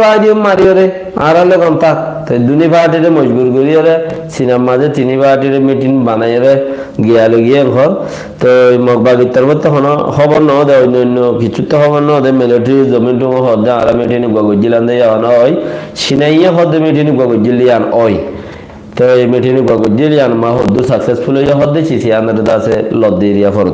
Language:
Rohingya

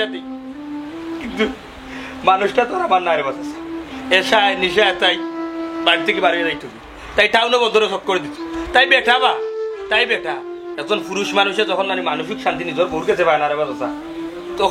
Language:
Sylheti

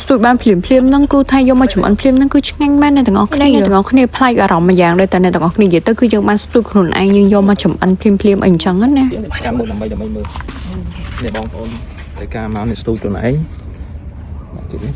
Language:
Khmer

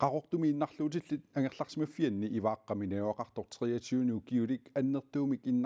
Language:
Kalaallisut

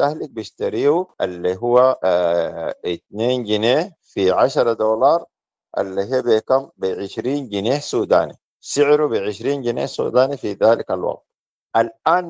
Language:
Sudanese Arabic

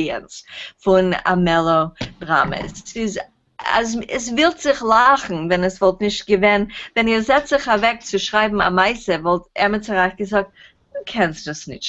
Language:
Yiddish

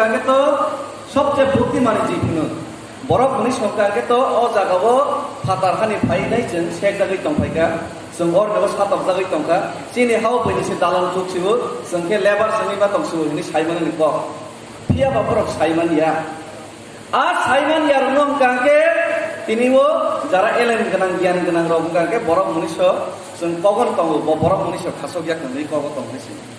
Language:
Kok Borok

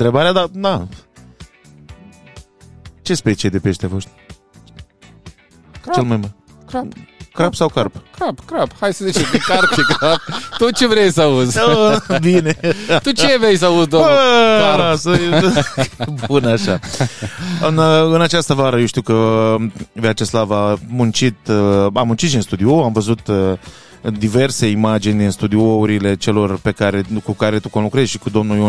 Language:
Romanian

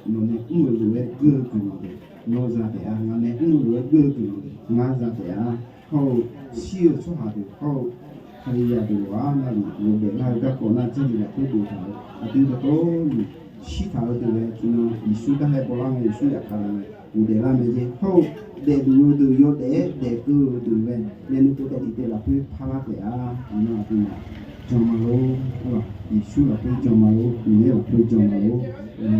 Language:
Akha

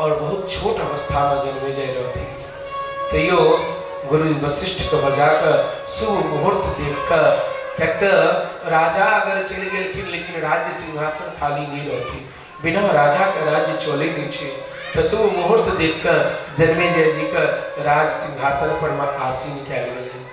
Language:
Maithili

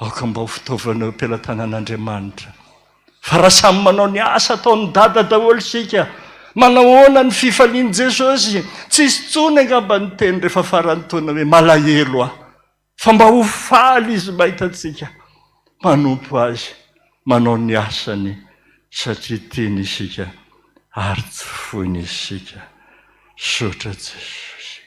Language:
Malagasy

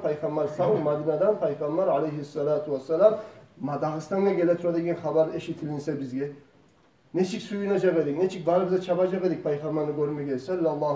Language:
Kumyk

